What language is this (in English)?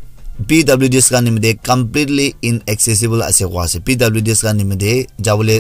Naga Pidgin